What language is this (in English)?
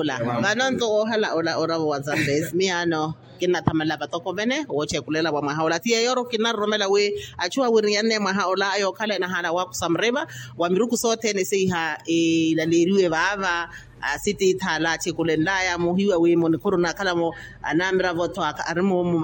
Makhuwa